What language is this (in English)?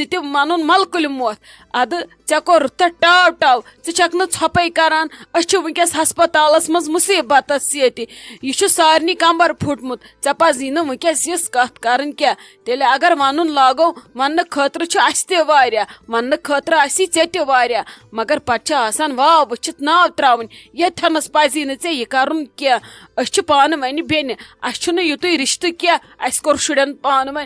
Kashmiri